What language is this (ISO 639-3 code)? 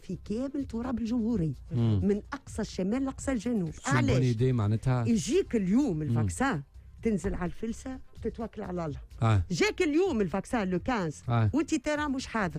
aeb